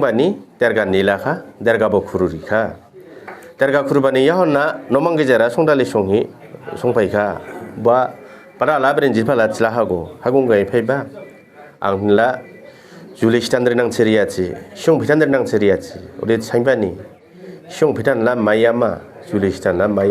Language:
Dimasa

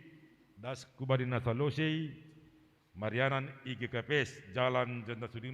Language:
Batak Simalungun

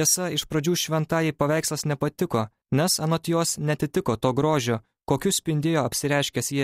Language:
Lithuanian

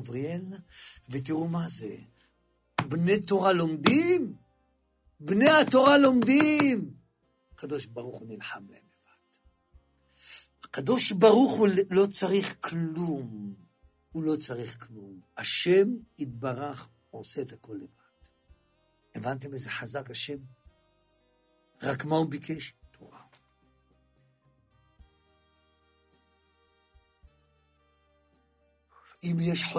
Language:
Hebrew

